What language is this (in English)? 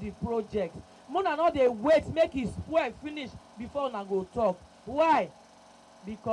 Nigerian Pidgin